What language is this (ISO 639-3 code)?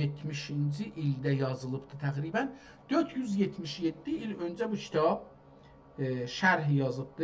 azb